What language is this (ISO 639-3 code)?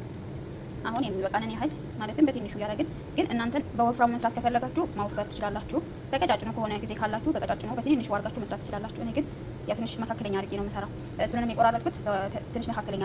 amh